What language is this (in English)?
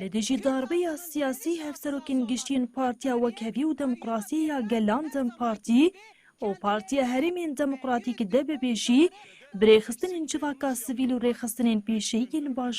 Kurdish